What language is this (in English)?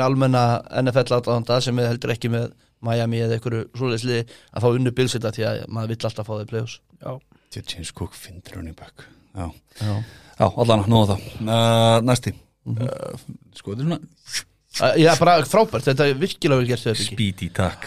Icelandic